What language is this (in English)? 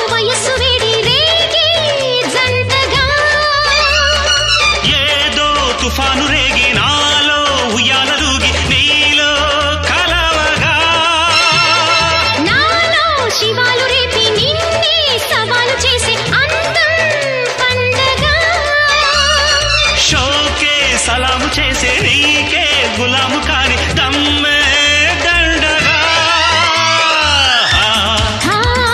Telugu